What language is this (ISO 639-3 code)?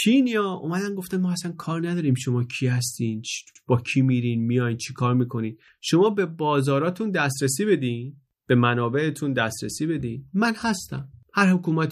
fas